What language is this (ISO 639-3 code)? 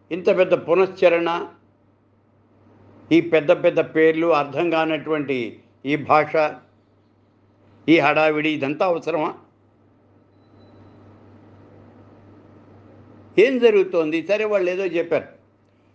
tel